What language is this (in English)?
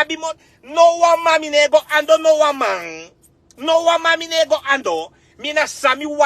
Sranan Tongo